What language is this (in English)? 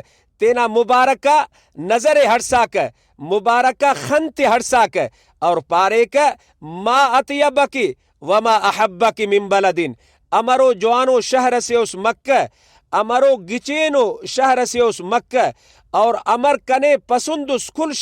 Brahui